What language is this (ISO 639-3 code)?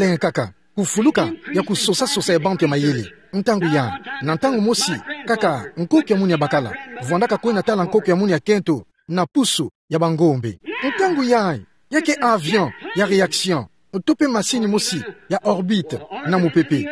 ktu